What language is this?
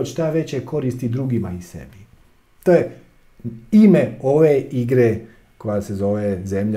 Croatian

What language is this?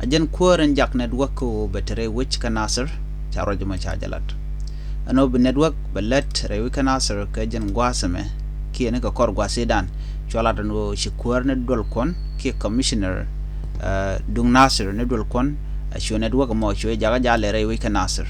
Nuer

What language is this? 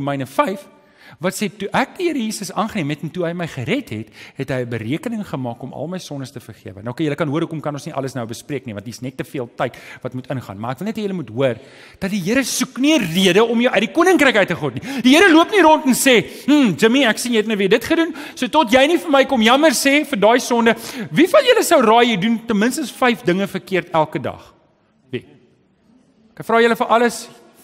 Afrikaans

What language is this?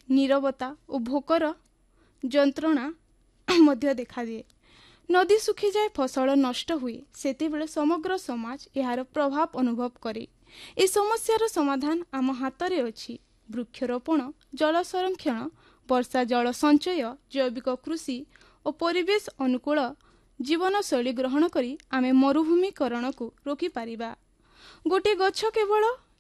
Odia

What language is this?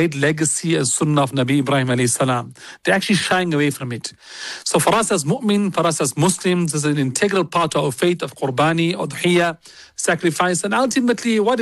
English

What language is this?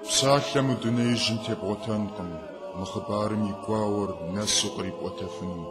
Kabardian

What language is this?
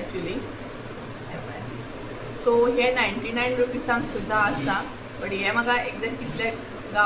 Konkani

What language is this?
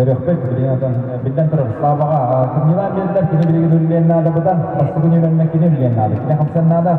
Yakut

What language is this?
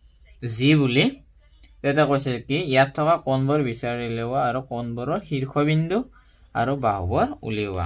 Assamese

